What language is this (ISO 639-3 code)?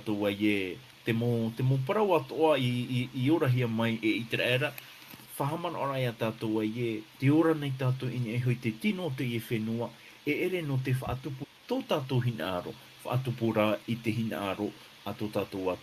tah